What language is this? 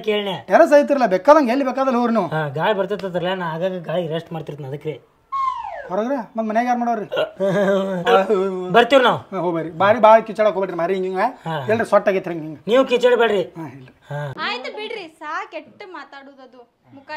Kannada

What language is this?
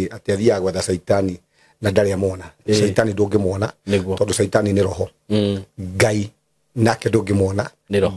Kikuyu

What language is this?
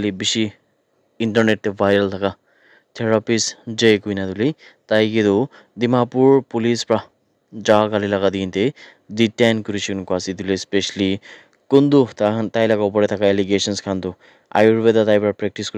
Naga Pidgin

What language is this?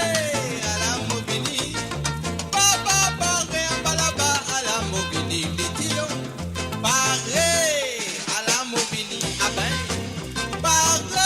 Morisyen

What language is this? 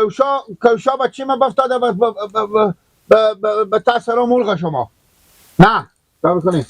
Hazaragi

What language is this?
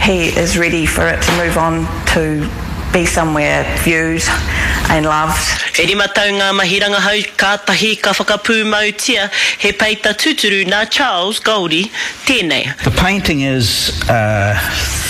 Māori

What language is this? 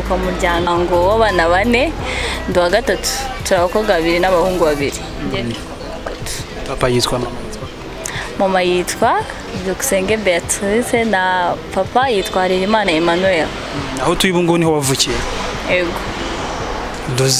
Kinyarwanda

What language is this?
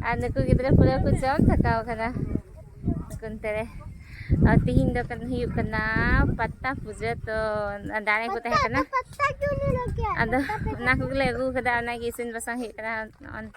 Santali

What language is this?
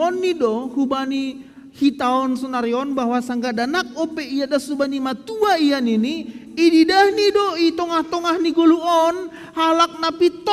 Batak Simalungun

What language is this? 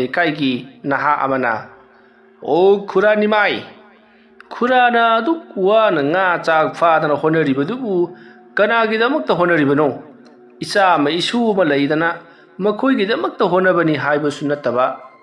Manipuri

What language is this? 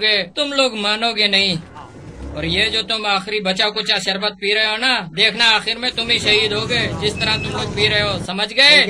Urdu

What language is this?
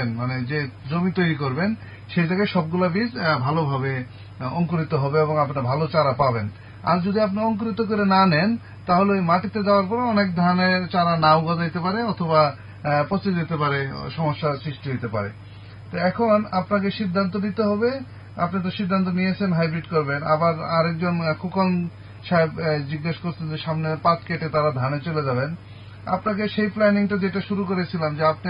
Bangla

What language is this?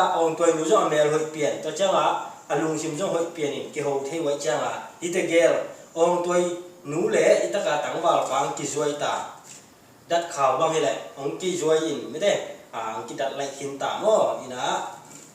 Tedim Chin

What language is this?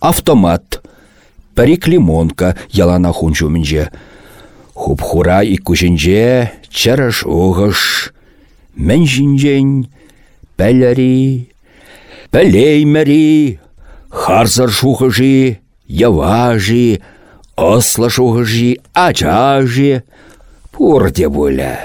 Chuvash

